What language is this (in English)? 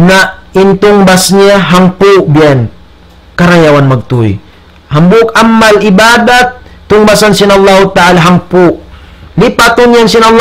Tausug